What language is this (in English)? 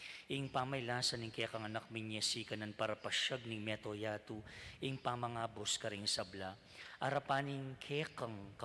Pampanga